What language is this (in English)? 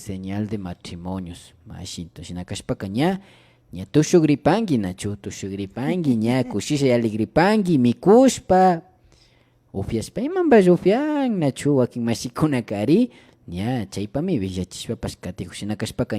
Imbabura Highland Quichua